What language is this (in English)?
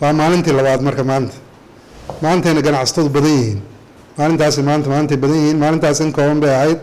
Somali